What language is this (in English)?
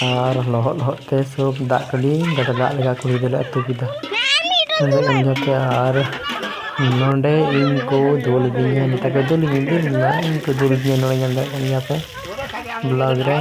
Santali